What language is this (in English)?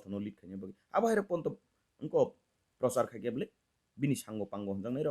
Kok Borok